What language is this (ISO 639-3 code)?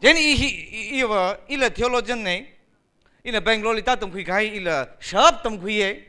nmf